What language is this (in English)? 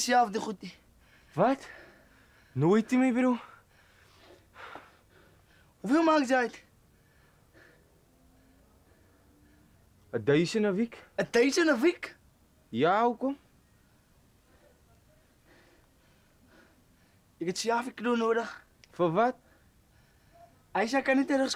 Afrikaans